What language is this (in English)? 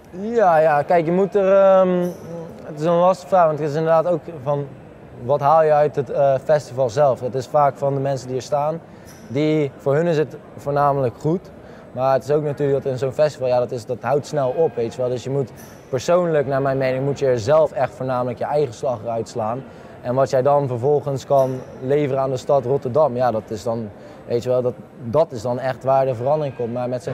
Dutch